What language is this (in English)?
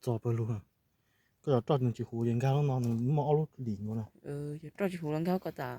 Hmong